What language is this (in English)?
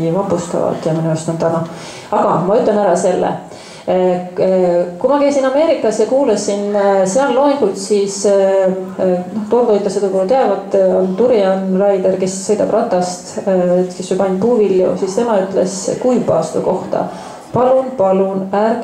Estonian